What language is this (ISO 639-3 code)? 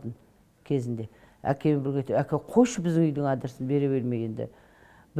kaz